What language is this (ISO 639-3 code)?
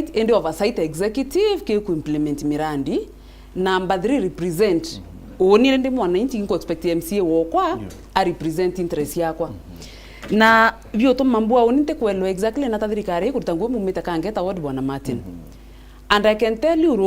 mer